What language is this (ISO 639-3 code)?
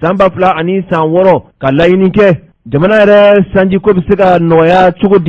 bam